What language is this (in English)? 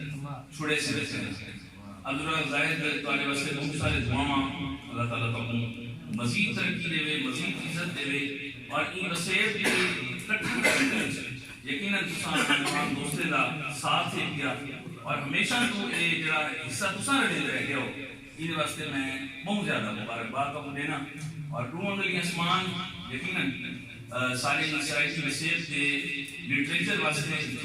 Saraiki